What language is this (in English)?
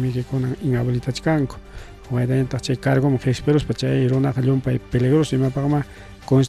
Ayacucho Quechua